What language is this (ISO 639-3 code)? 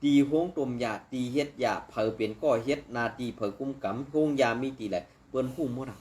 shn